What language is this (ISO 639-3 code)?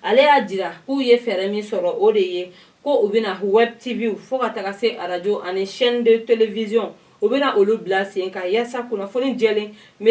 bam